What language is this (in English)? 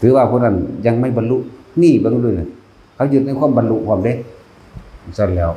Northeastern Thai